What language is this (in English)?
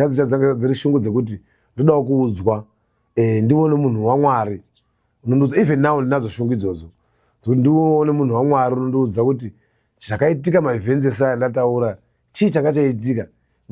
Shona